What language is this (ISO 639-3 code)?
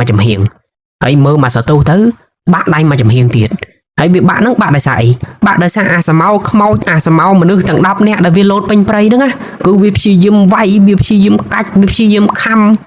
khm